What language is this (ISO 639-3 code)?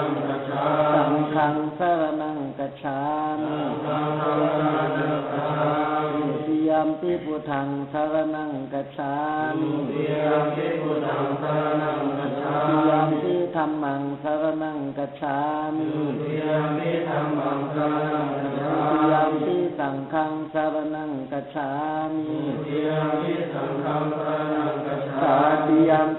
pli